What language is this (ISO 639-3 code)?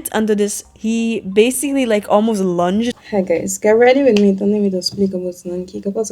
pap